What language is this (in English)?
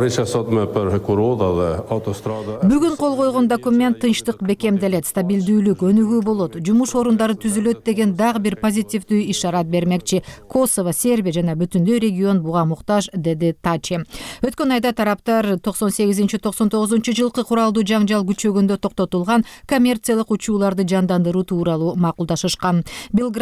Kyrgyz